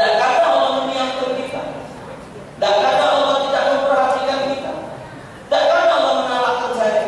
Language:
Musi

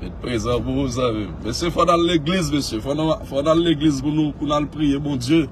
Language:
Haitian Creole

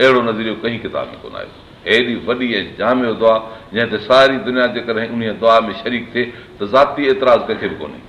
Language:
Sindhi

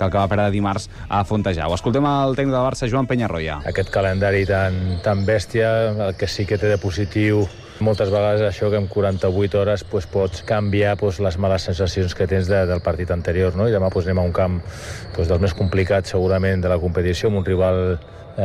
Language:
Catalan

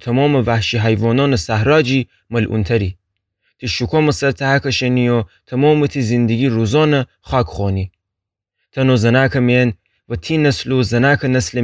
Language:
Gilaki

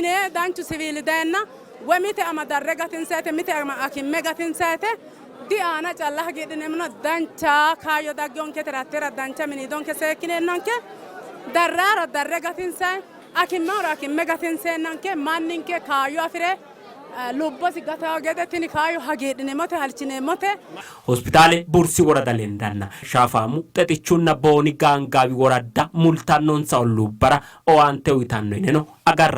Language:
Sidamo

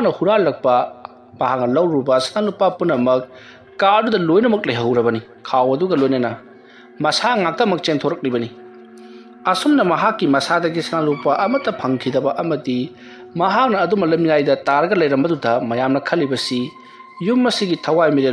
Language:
Manipuri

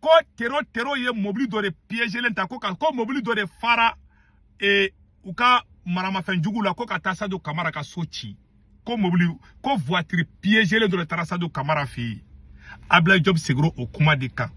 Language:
Bambara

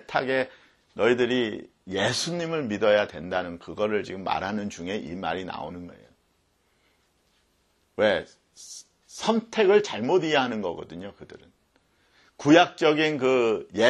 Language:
Korean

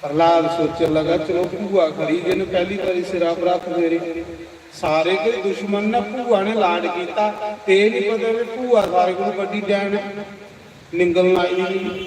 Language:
Dogri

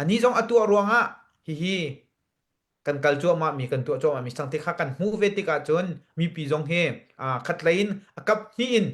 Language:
Hakha Chin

